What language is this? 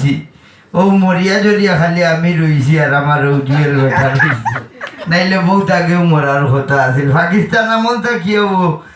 Sylheti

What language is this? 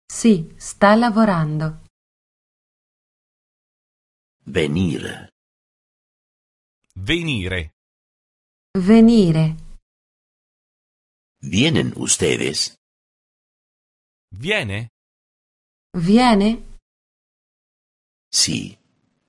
Italian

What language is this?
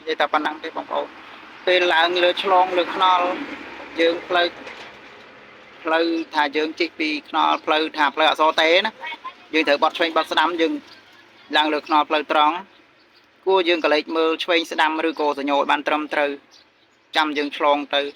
Khmer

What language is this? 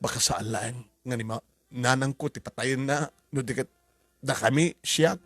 Iloko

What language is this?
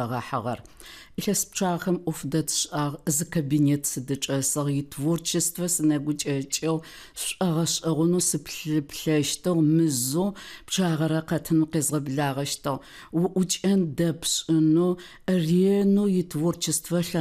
Adyghe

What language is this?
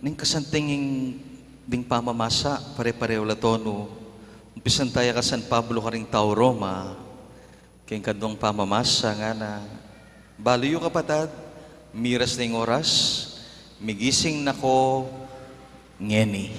Pampanga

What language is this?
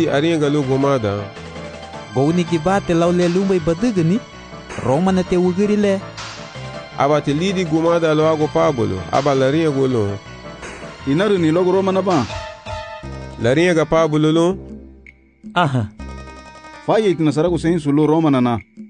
Garifuna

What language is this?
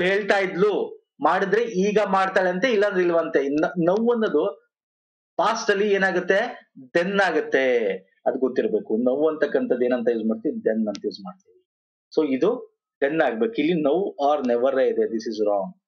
Kannada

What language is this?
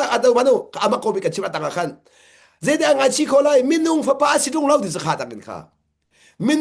Hakha Chin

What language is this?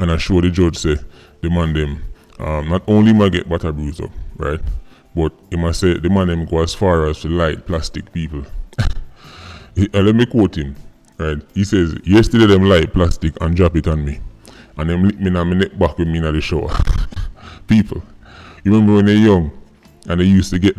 Jamaican Creole English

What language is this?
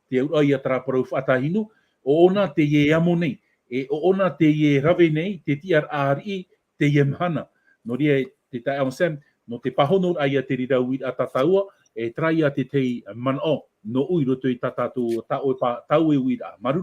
Tahitian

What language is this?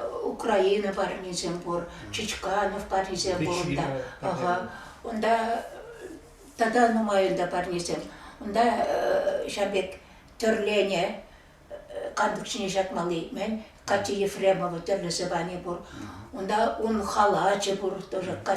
Chuvash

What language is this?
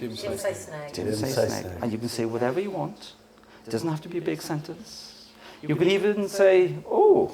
Welsh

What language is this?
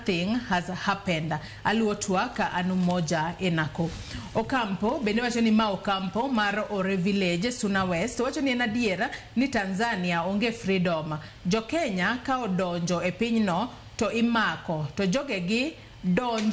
Luo (Kenya and Tanzania)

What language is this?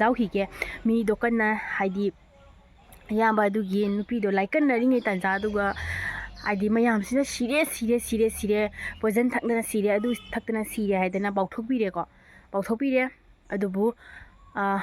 Manipuri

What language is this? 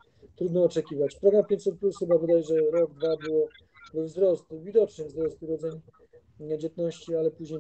Polish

